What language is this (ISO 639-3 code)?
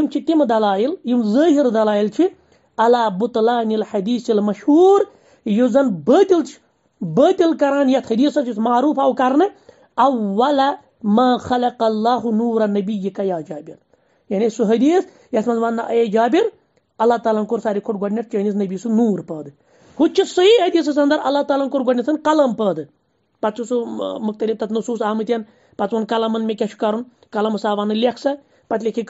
kas